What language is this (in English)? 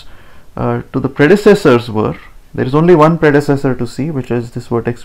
English